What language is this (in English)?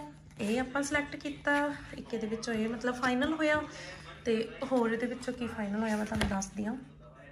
Punjabi